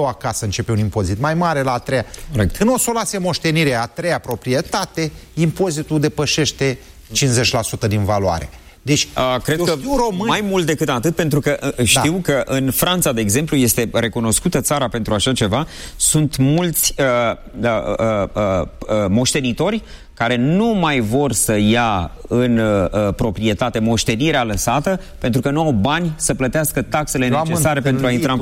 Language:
Romanian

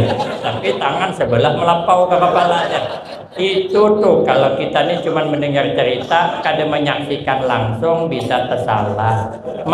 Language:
Banjar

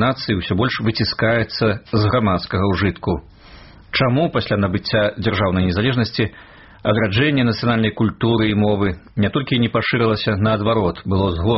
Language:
Belarusian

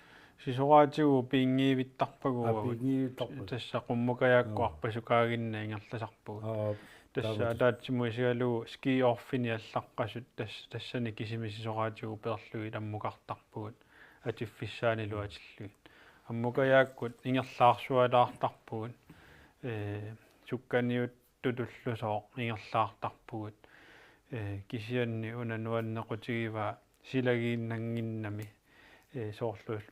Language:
Kalaallisut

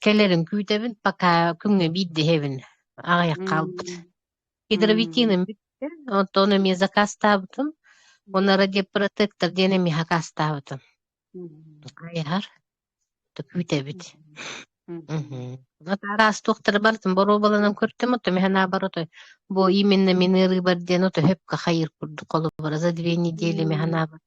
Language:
Yakut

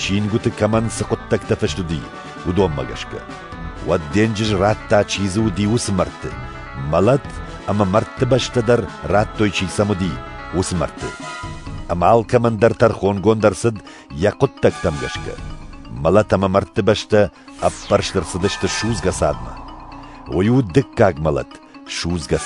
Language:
Ossetic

